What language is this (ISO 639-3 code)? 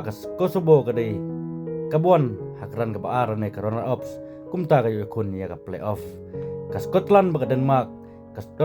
kha